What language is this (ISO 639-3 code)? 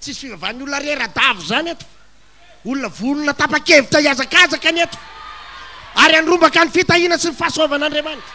mlg